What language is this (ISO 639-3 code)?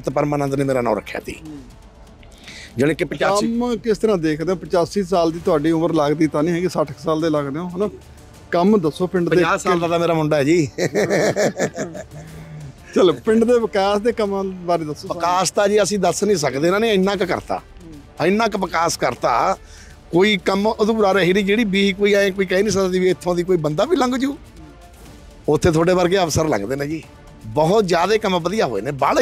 pan